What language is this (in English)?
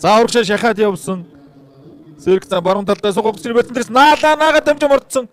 Mongolian